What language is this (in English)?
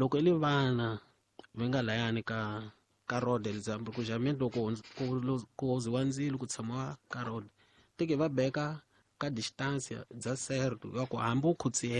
Tsonga